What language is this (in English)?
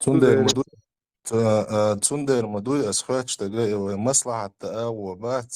Chechen